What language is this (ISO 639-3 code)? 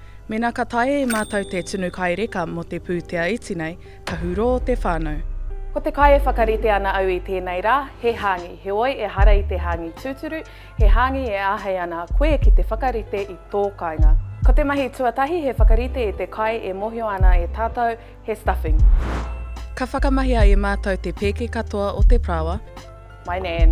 mri